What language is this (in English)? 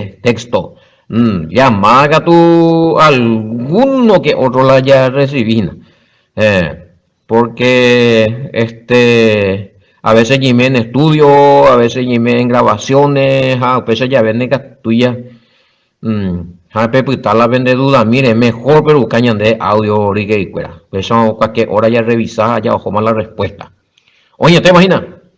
Guarani